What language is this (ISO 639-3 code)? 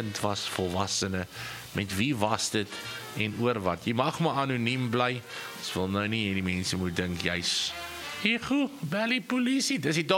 afr